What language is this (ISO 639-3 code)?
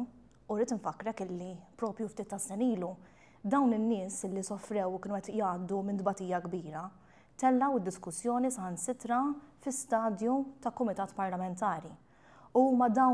mlt